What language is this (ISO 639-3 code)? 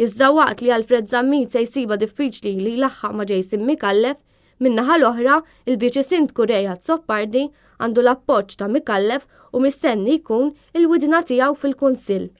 mlt